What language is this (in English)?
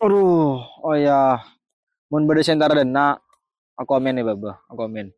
Madurese